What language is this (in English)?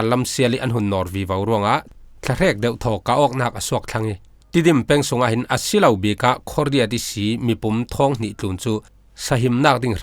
Falam Chin